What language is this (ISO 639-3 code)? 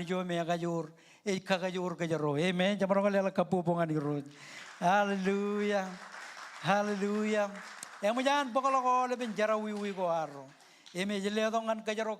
mah